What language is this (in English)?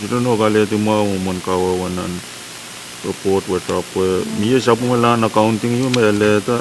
Pohnpeian